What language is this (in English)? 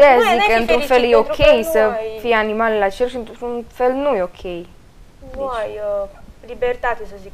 Romanian